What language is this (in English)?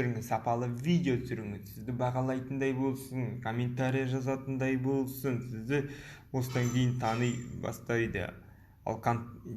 Kazakh